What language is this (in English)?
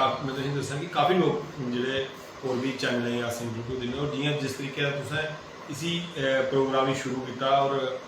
Dogri